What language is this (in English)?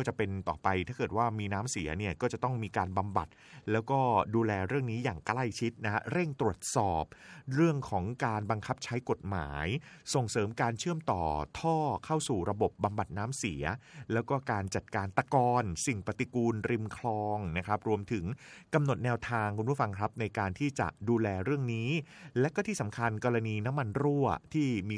Thai